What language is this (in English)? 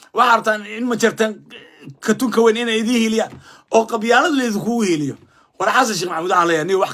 Somali